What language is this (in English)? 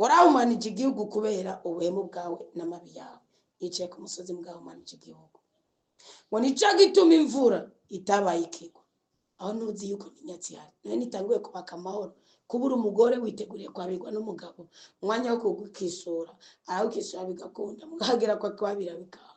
Rundi